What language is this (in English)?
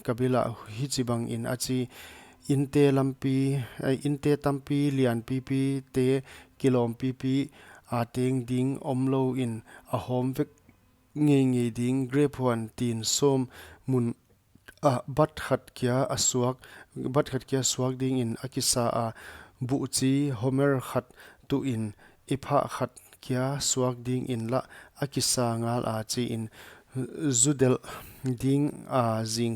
Paite Chin